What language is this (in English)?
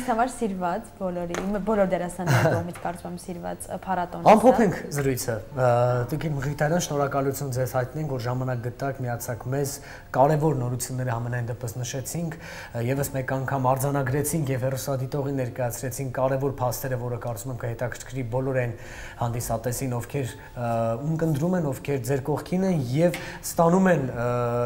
Armenian